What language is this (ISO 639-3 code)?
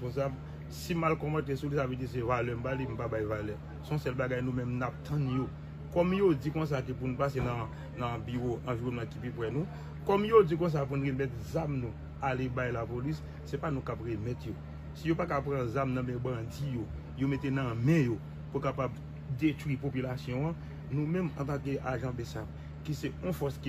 hat